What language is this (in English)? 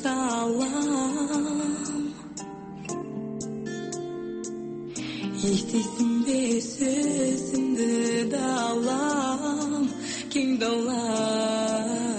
Kazakh